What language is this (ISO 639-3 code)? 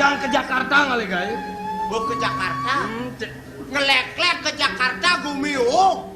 ban